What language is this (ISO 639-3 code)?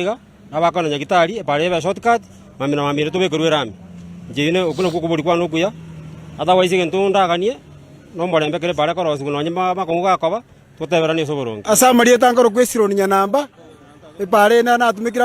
guz